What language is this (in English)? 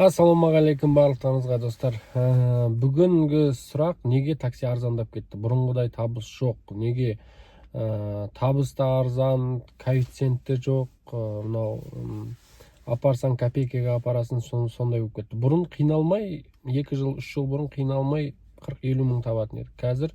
Kazakh